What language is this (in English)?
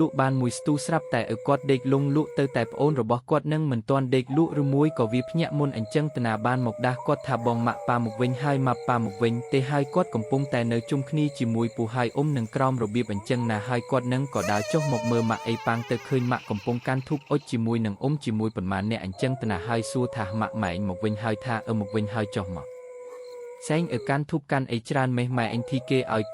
Khmer